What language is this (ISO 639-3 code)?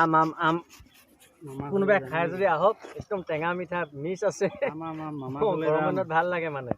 asm